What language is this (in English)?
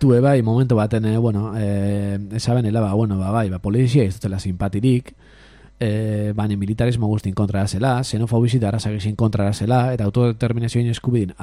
Basque